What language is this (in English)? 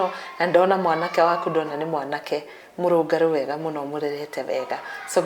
Kikuyu